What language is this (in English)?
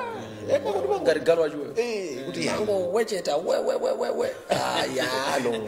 Nyanja